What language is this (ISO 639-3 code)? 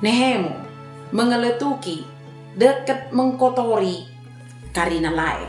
btd